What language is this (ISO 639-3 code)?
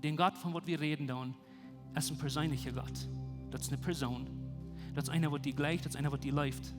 pdt